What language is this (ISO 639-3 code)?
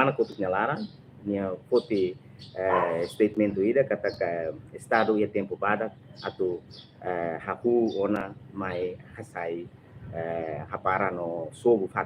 tet